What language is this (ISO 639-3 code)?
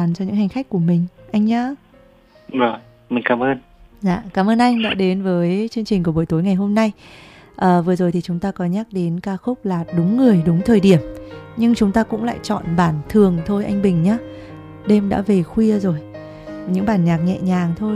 vie